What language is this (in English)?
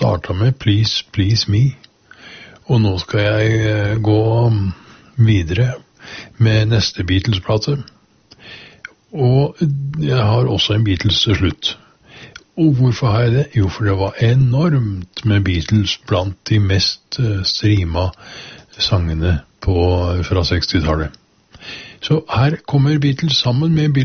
Norwegian